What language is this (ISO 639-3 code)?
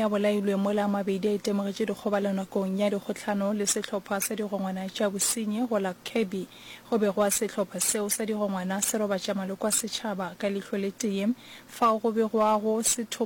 nso